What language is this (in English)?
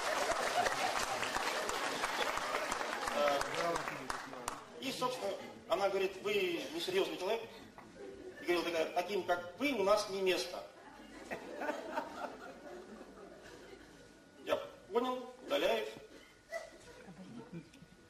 Russian